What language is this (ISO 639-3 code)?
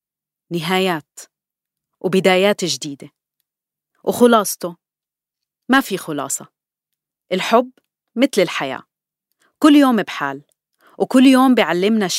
apc